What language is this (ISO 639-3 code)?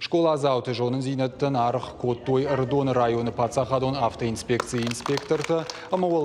oss